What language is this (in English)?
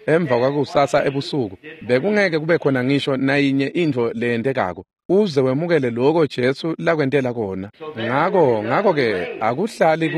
Swati